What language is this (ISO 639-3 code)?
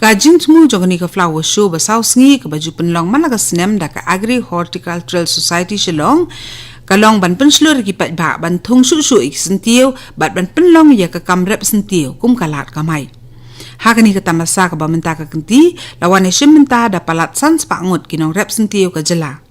kha